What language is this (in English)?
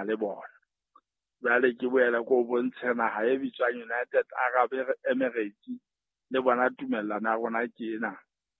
Southern Sotho